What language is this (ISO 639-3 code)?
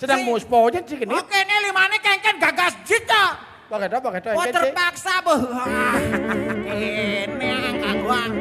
ban